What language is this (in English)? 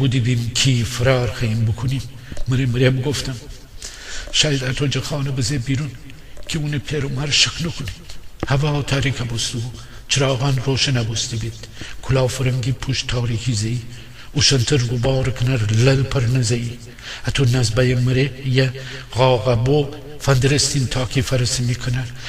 Gilaki